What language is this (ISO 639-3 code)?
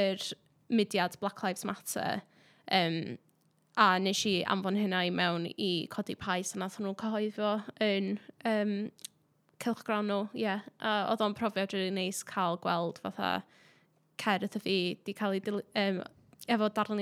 cym